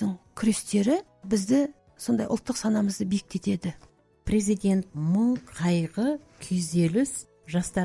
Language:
Kazakh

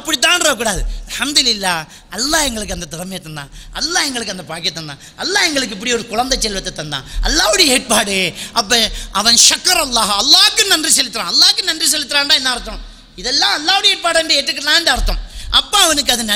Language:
Tamil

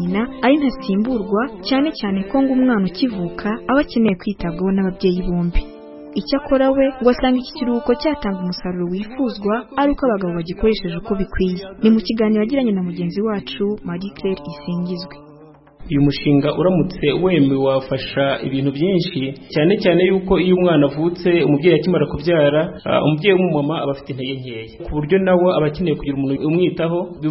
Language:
Kinyarwanda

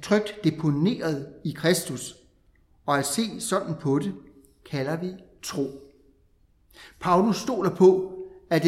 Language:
Danish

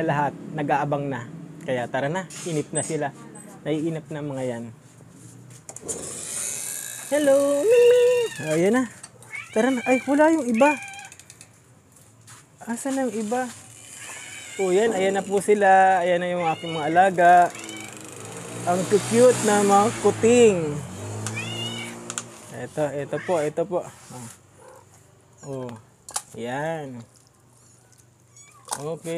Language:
Filipino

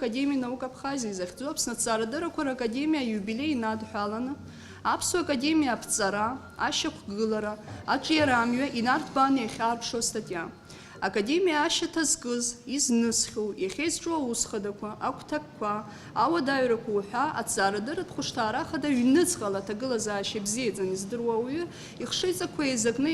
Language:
Abkhazian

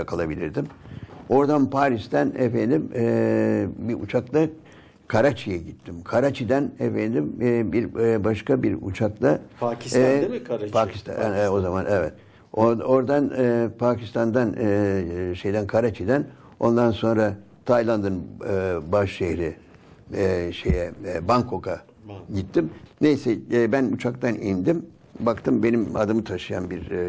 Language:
Turkish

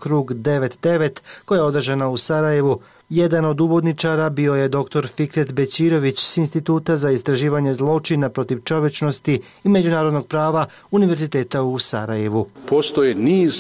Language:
Bosnian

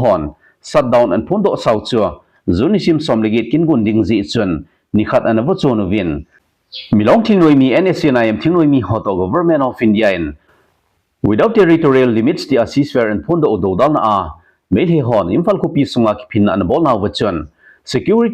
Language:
Thado Chin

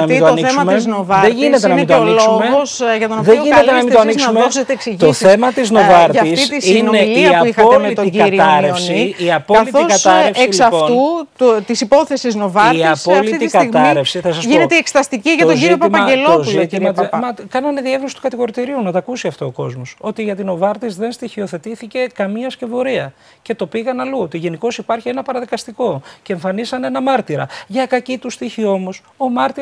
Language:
Greek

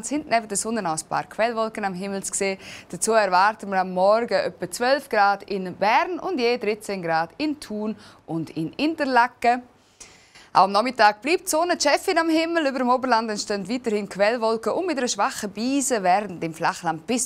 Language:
Swiss German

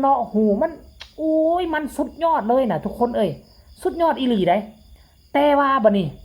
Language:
Northeastern Thai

